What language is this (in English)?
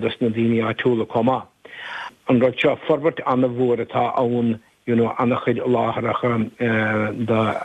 Irish